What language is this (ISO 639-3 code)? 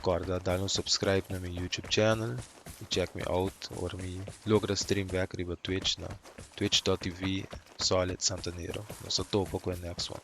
pap